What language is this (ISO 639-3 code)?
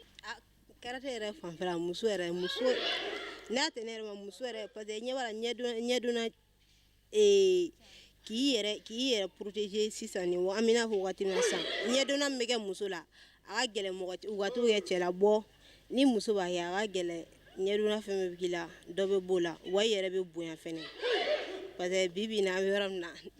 bam